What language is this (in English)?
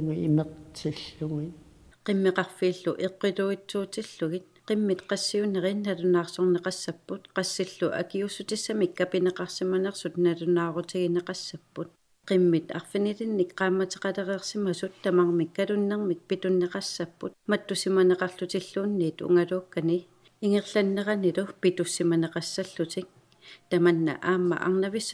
Kalaallisut